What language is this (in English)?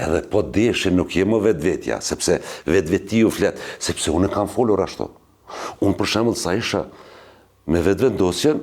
Albanian